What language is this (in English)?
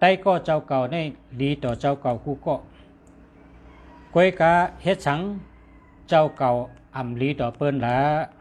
Shan